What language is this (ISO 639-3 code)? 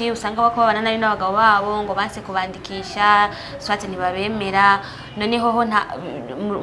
run